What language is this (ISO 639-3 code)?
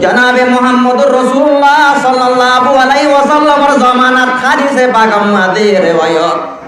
rhg